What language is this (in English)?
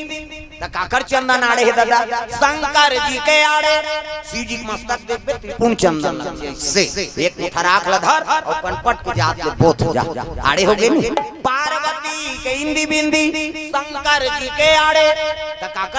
Chhattisgarhi